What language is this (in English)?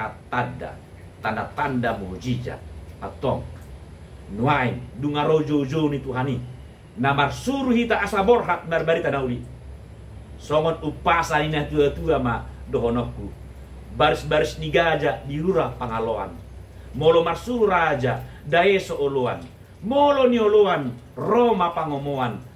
Batak Toba